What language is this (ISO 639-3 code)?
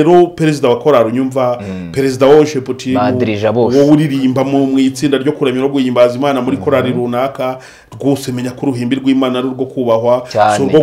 kin